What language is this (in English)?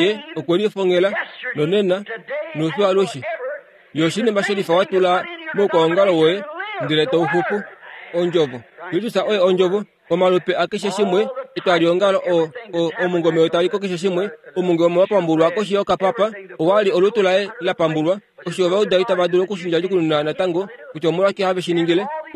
Kuanyama